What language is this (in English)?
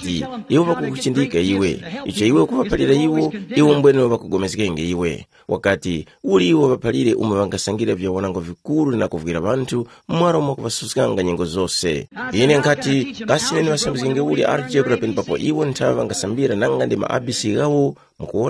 Tumbuka